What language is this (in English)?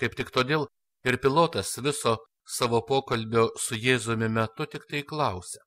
Lithuanian